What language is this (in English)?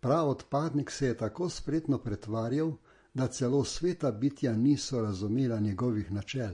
Slovenian